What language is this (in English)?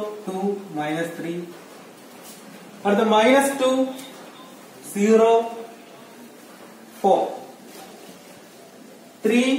Malayalam